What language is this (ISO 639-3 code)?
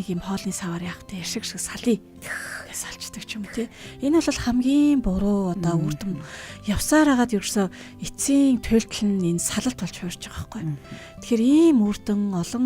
mon